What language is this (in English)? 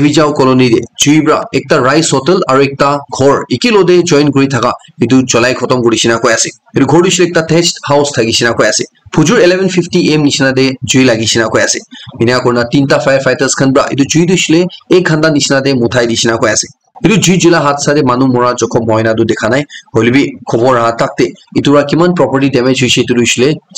Naga Pidgin